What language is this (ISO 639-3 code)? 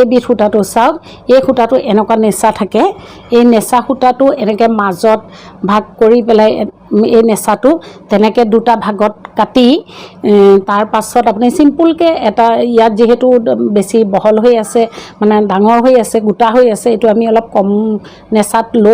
asm